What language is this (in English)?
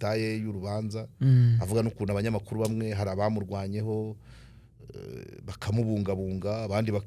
Kinyarwanda